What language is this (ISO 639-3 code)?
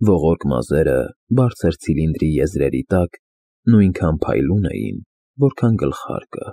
hye